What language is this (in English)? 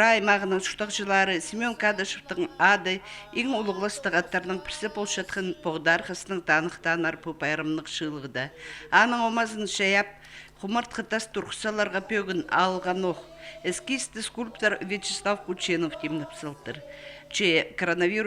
Khakas